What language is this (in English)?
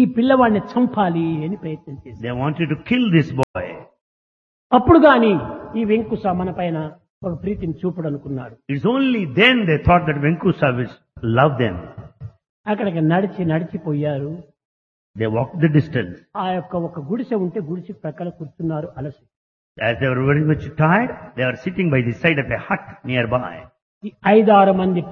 Telugu